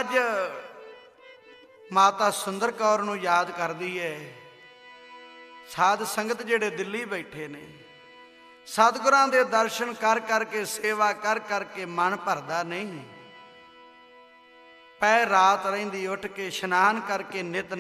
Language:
Punjabi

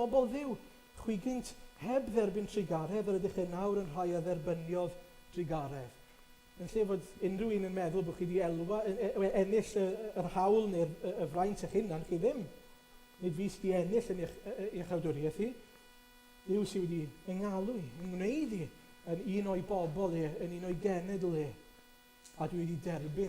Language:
Welsh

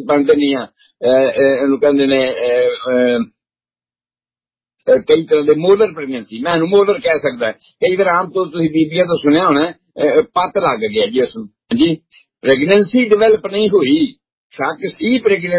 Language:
Punjabi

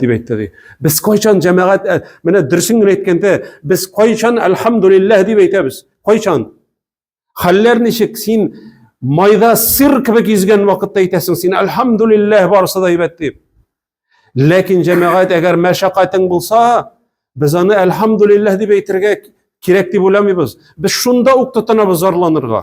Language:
Tatar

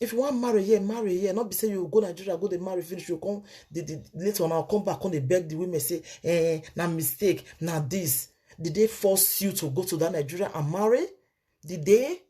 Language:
Nigerian Pidgin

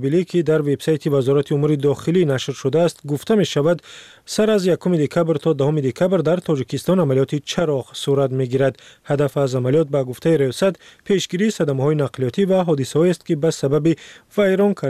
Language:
Tajik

